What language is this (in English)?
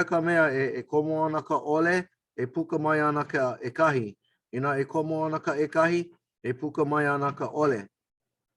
Hawaiian